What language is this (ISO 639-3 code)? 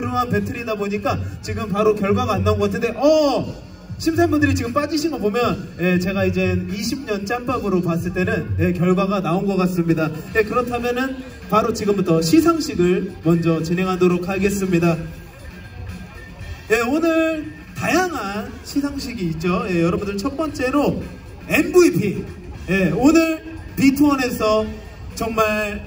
kor